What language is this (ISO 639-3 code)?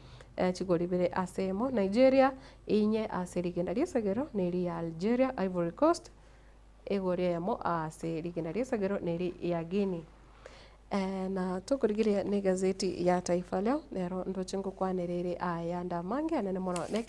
guz